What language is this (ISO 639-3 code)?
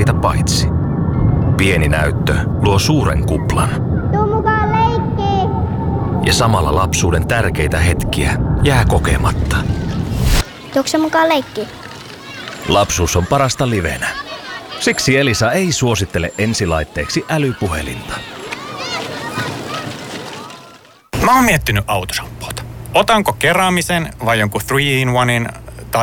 fin